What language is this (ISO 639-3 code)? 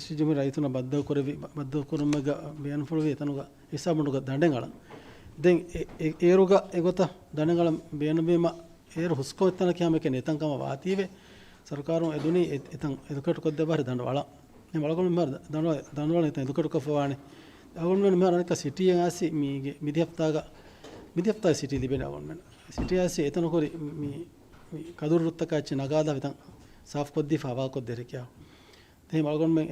div